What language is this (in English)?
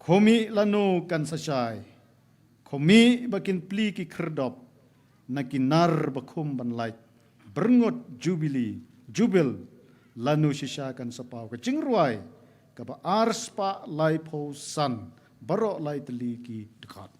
Khasi